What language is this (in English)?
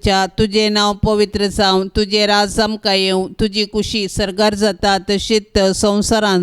Konkani